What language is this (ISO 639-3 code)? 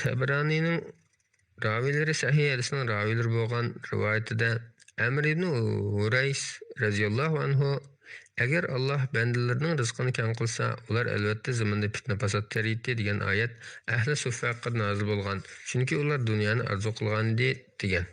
uig